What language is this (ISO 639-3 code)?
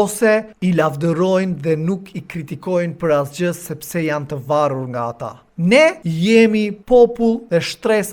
sqi